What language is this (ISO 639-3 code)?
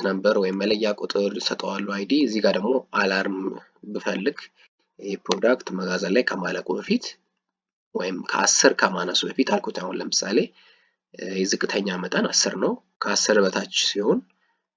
amh